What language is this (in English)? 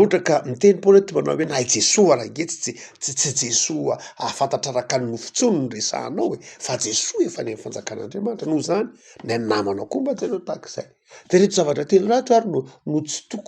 Malagasy